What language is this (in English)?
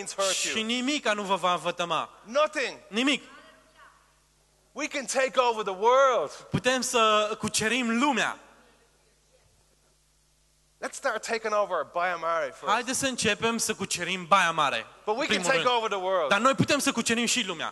Romanian